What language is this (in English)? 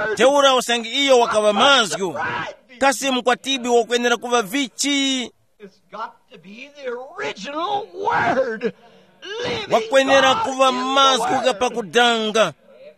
Tumbuka